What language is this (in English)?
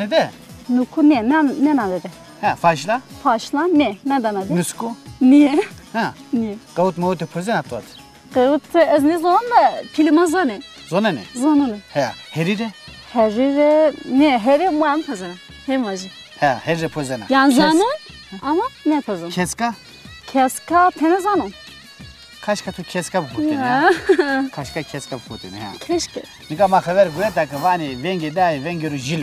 Zaza